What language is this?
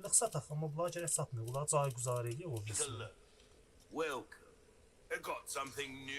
South Azerbaijani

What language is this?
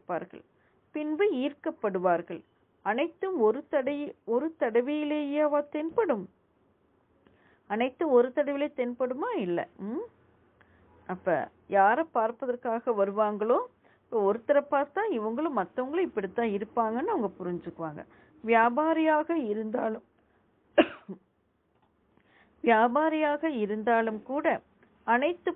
Tamil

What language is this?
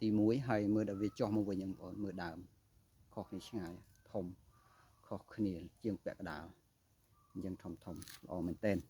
Khmer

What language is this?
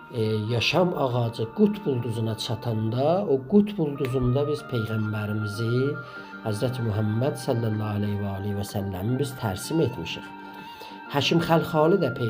South Azerbaijani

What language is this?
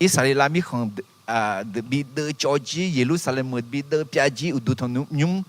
Akha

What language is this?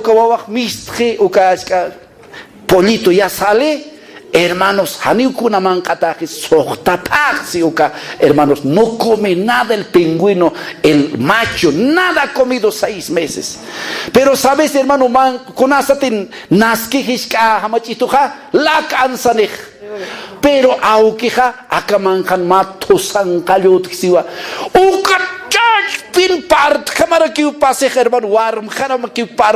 Aymara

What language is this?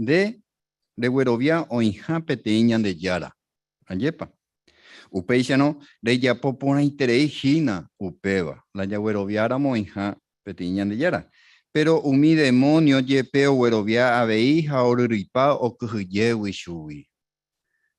Guarani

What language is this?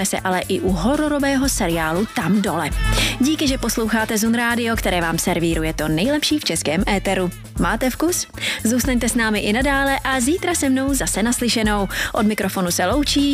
Czech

